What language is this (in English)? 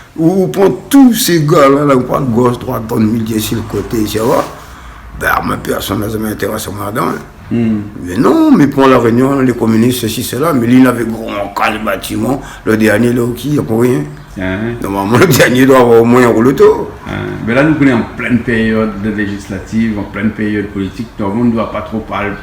Réunion Creole French